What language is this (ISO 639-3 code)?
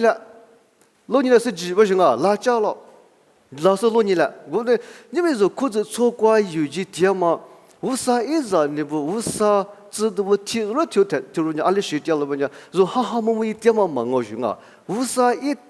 lis